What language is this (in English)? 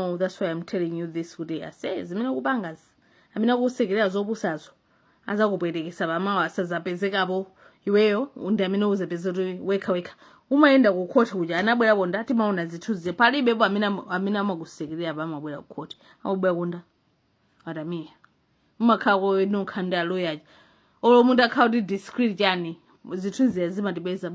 Nyanja